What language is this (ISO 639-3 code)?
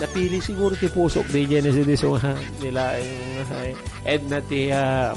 ilo